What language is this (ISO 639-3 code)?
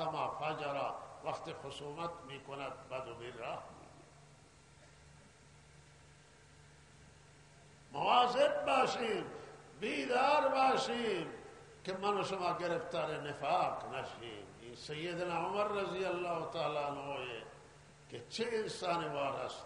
fas